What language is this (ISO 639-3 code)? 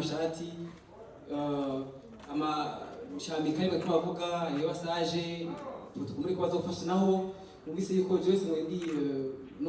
run